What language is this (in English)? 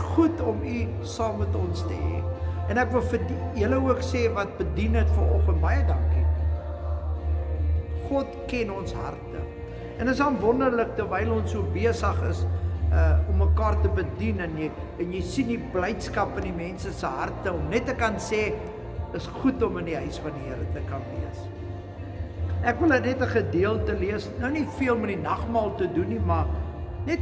Afrikaans